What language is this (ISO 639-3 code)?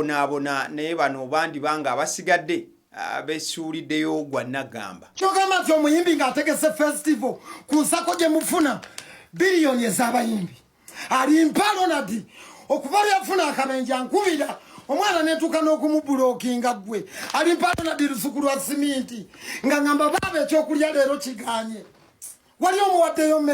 lug